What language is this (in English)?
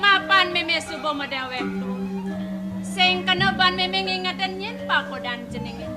Balinese